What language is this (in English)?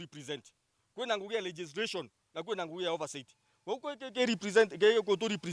Meru